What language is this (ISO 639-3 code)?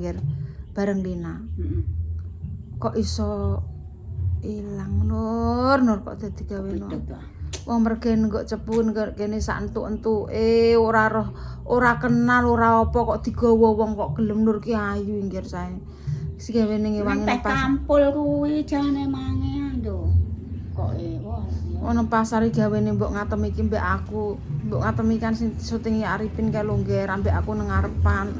jav